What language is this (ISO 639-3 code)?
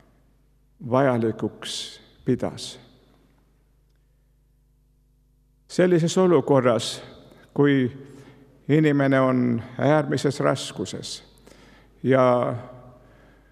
est